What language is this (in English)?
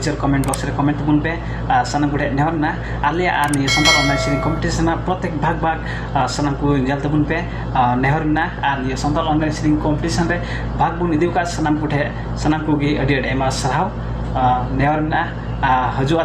Santali